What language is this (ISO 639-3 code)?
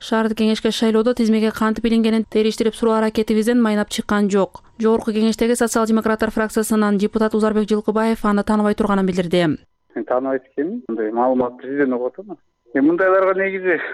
kir